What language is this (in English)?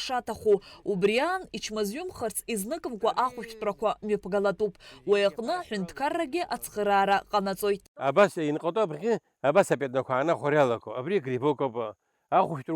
Abkhazian